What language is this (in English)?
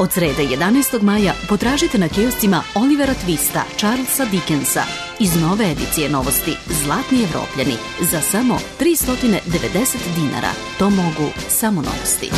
Serbian